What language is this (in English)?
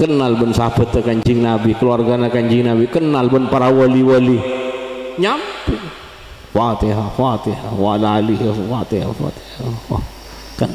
Madurese